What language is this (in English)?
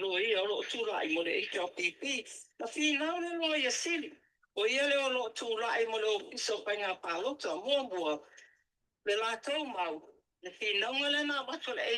Samoan